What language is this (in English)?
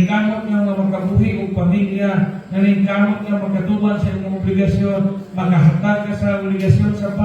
Cebuano